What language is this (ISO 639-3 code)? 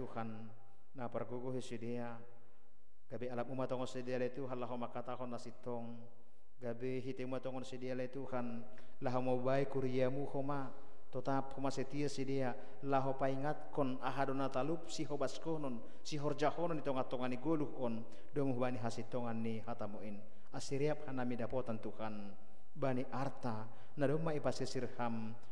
bts